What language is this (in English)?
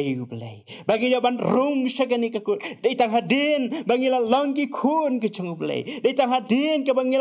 Khasi